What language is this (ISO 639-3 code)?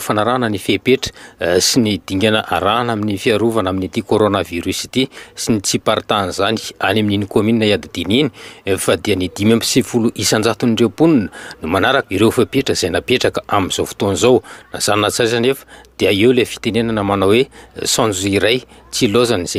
mlg